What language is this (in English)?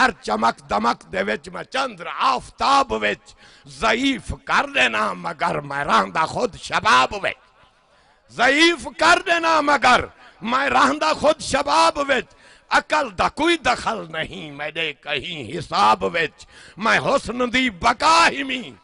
Saraiki